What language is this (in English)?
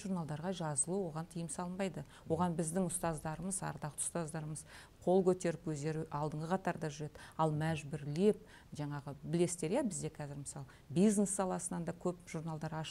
Kazakh